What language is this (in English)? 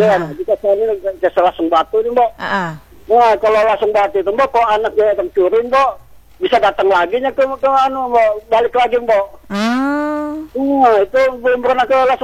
Indonesian